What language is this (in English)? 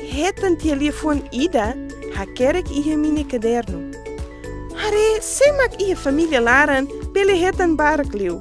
Tetum